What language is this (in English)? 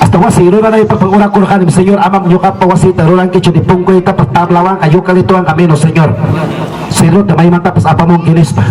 Ayacucho Quechua